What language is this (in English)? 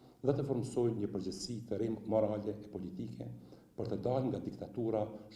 Albanian